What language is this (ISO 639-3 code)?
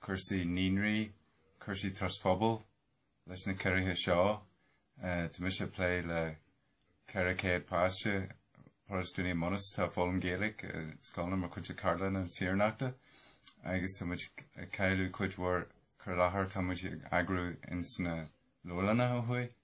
gle